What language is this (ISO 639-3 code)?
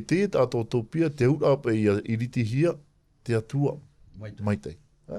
tah